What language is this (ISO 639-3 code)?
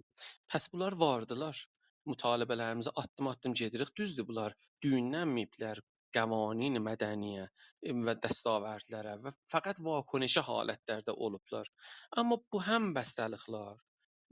azb